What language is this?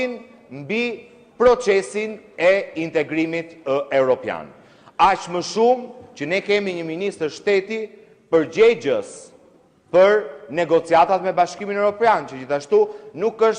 Albanian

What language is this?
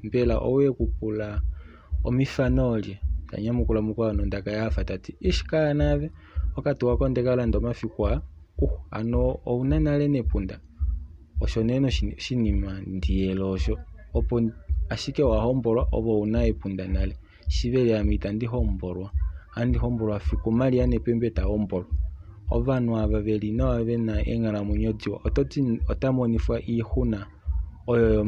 Kuanyama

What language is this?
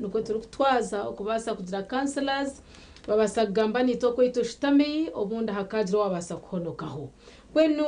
Nyankole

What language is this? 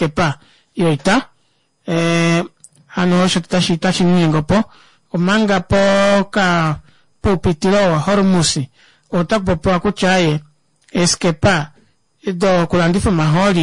Kuanyama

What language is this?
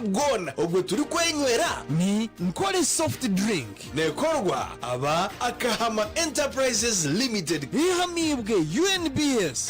Nyankole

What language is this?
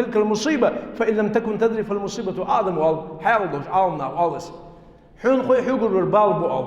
Ingush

